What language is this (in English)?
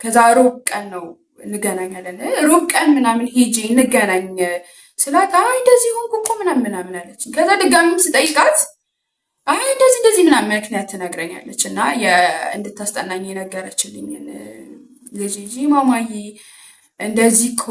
Amharic